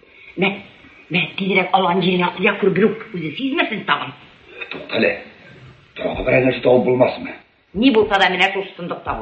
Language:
Tatar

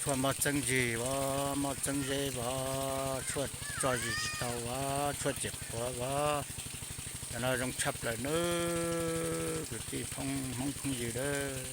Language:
Hmong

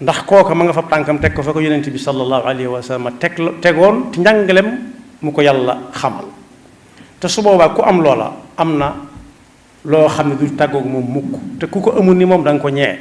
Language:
Wolof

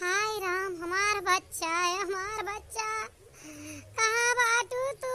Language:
Awadhi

